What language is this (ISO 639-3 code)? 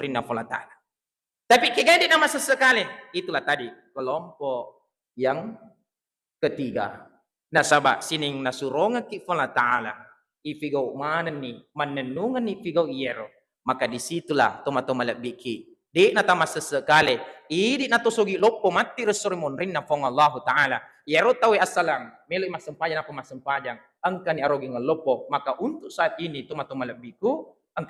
bug